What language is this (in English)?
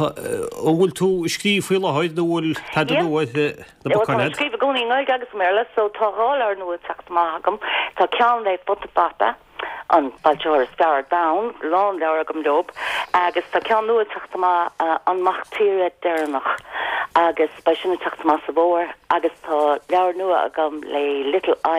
Irish